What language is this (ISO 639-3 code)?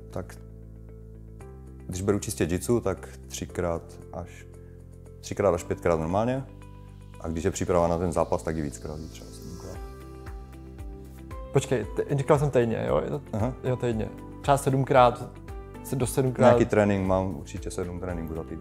ces